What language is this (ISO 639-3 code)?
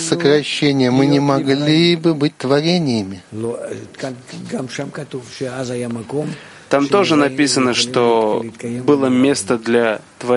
rus